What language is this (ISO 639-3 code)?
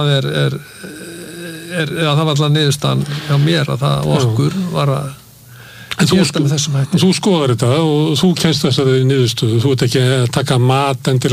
isl